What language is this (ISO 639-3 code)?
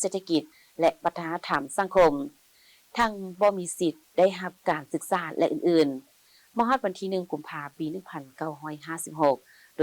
lao